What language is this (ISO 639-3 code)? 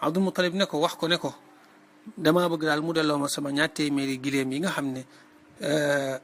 wol